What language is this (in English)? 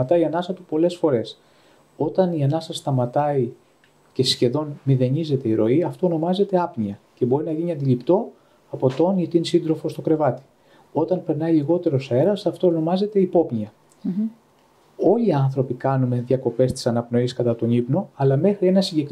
Greek